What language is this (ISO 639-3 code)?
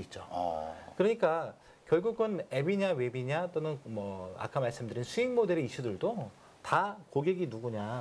kor